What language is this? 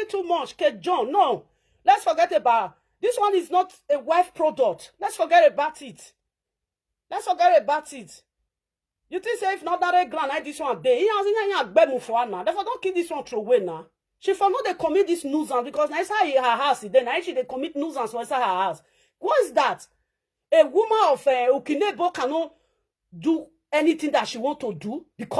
Nigerian Pidgin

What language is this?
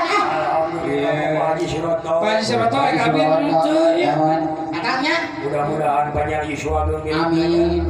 Sundanese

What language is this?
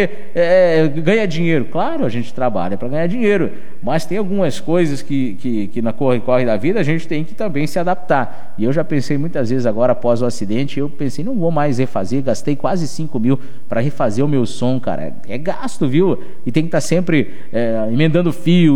Portuguese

